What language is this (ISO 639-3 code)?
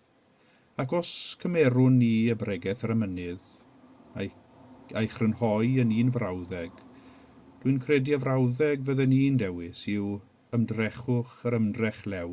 cym